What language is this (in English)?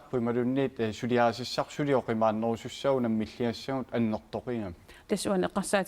Kalaallisut